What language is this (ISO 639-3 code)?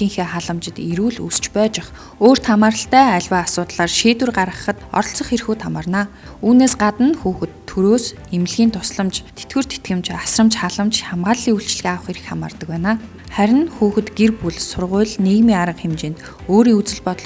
mon